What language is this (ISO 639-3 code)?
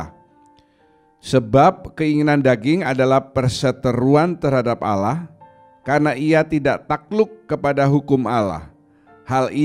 ind